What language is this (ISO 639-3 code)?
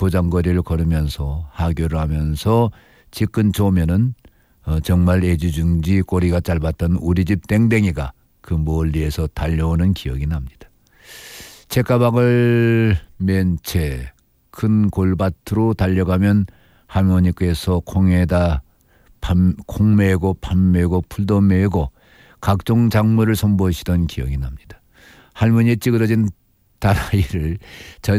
kor